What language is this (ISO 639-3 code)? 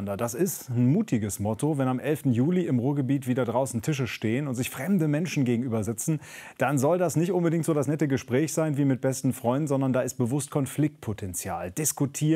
deu